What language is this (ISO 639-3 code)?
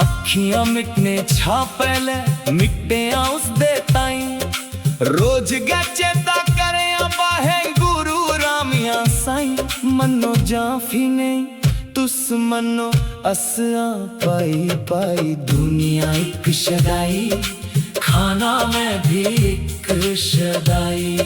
doi